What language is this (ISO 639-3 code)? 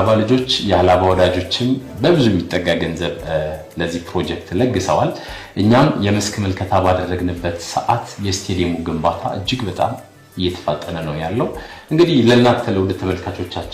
amh